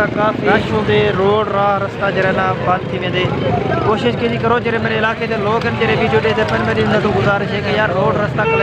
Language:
Saraiki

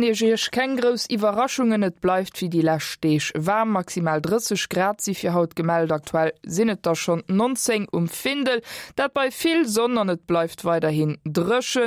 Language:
Luxembourgish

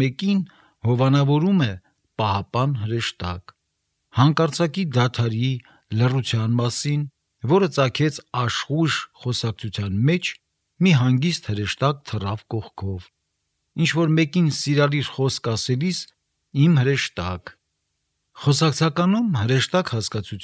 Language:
Armenian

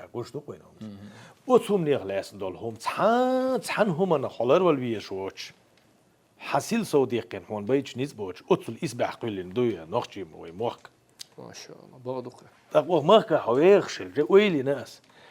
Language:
Chechen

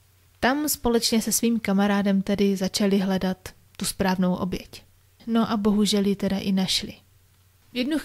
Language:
Czech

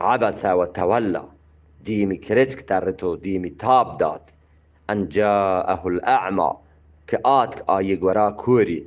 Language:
Eastern Balochi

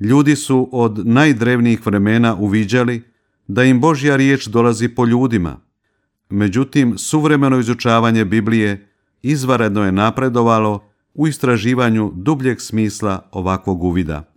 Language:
Croatian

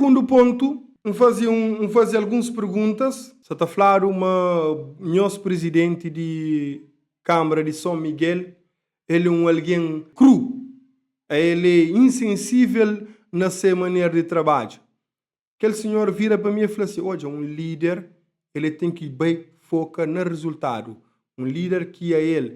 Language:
Kabuverdianu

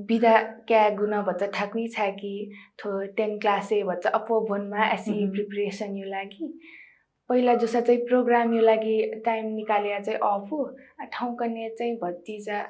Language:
Newari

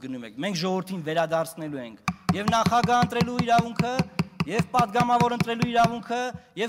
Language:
Armenian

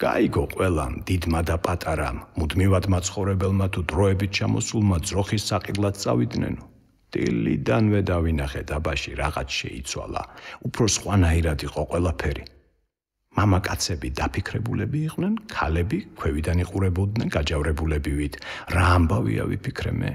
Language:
Georgian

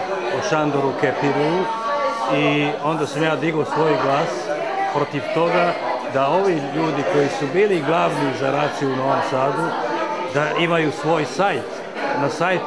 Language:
Serbian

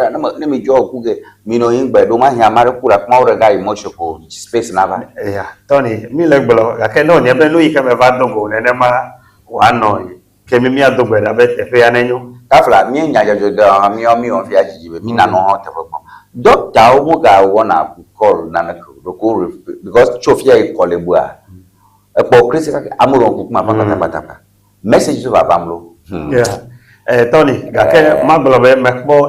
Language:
Ewe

